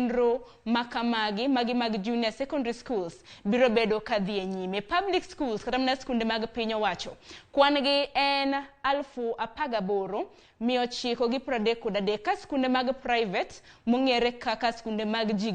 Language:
Luo (Kenya and Tanzania)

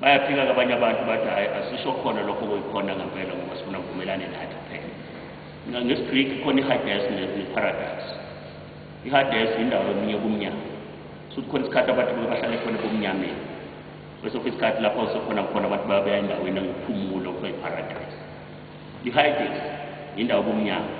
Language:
Zulu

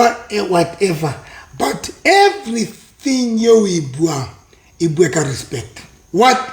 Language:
Southern Sotho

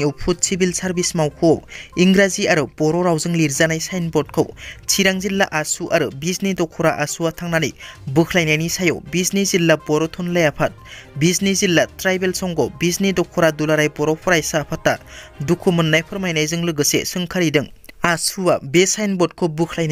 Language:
Bodo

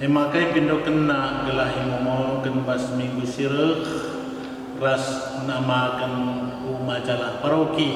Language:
Batak Karo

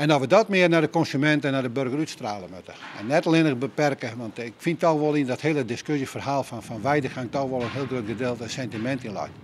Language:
Western Frisian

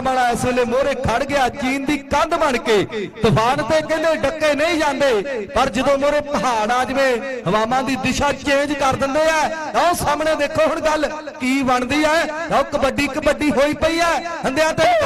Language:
Punjabi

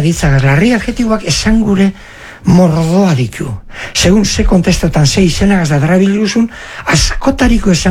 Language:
Basque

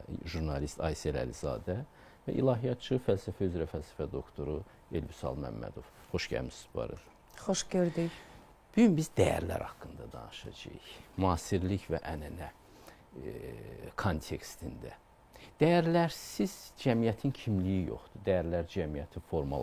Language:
Azerbaijani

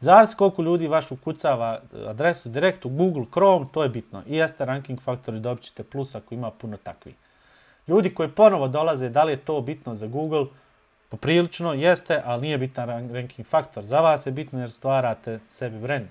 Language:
Bosnian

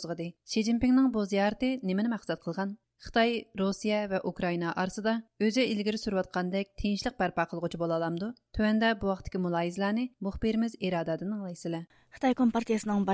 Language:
Uyghur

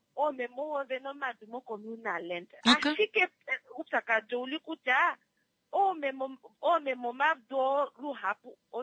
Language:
Kuanyama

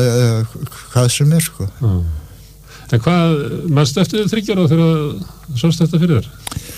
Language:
Icelandic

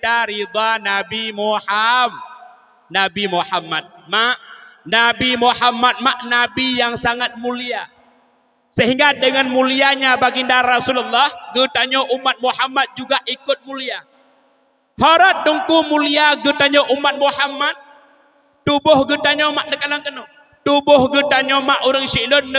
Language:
Achinese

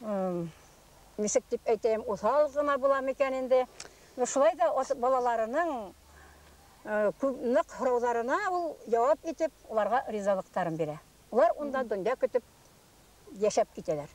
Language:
Bashkir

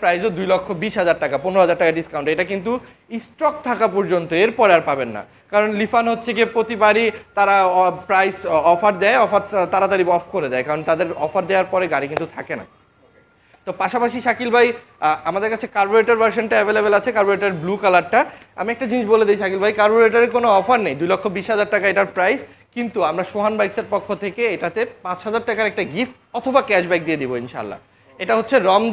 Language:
Bangla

